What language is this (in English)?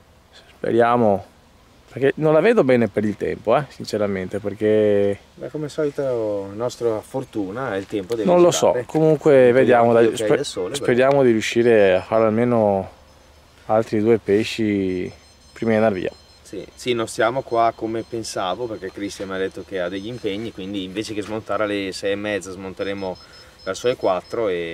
Italian